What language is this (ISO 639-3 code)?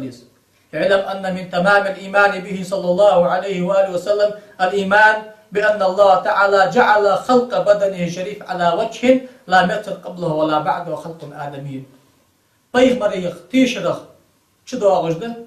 inh